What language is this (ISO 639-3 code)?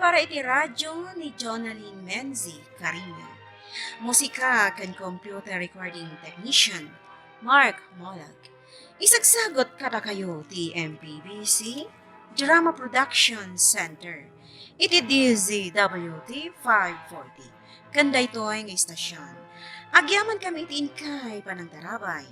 ilo